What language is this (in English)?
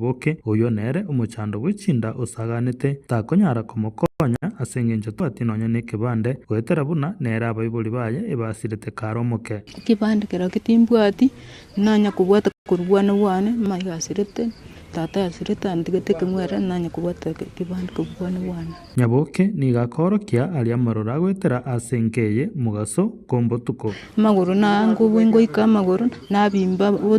Gusii